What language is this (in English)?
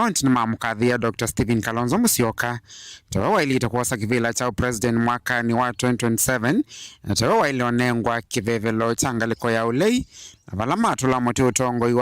Kamba